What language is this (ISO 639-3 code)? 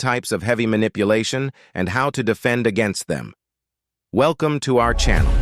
eng